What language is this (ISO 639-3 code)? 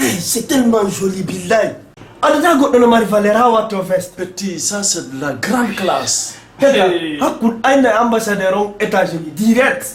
fuf